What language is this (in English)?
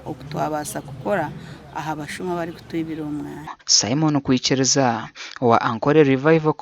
Nyankole